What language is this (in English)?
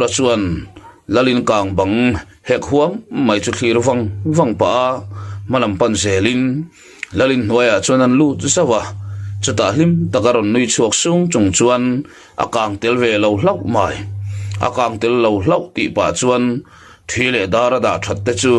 Mizo